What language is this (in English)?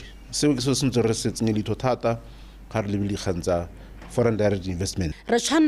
Tswana